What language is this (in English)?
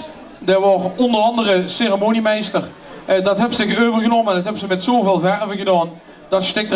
Limburgish